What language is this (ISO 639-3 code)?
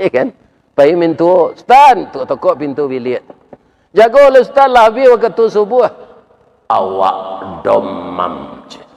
min